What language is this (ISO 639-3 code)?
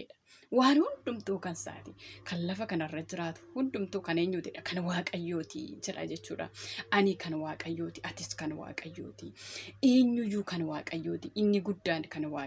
orm